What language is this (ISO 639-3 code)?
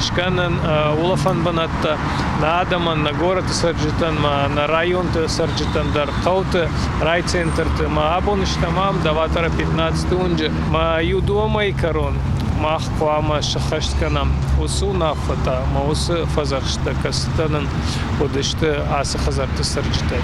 oss